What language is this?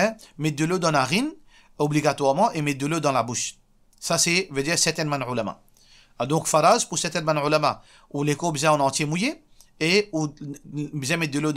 Morisyen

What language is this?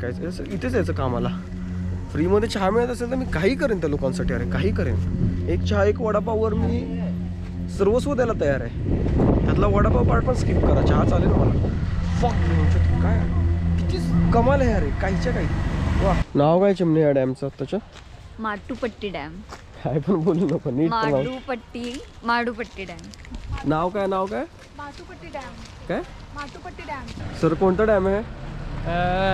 Marathi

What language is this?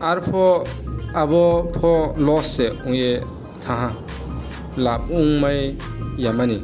Riang (India)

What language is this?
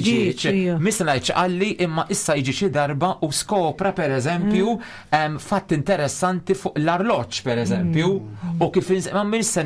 Maltese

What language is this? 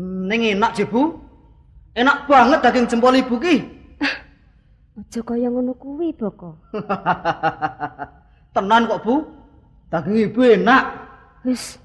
Javanese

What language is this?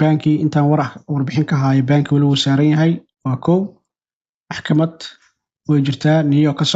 Somali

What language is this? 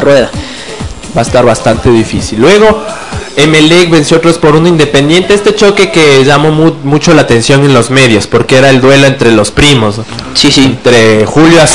Spanish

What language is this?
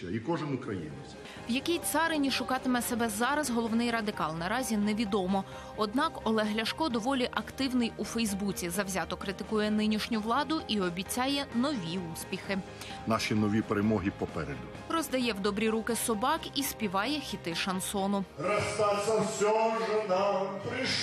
Ukrainian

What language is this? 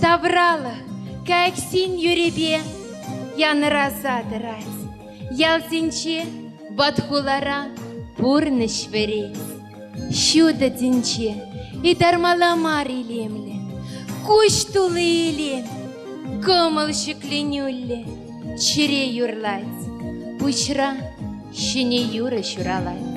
Chuvash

